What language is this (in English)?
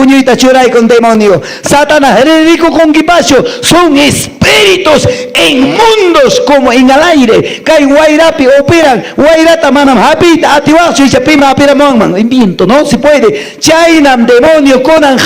Quechua